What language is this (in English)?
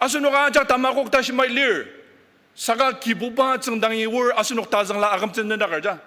Ao Naga